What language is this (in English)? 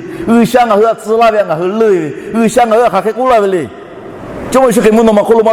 Lahu